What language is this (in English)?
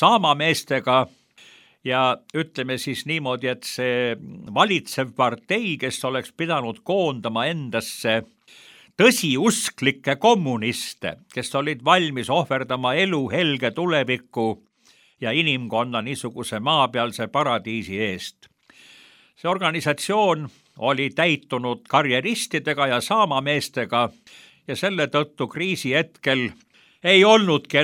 Estonian